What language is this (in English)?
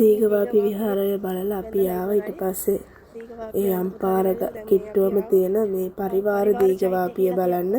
Sinhala